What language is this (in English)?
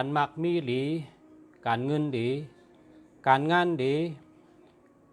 Shan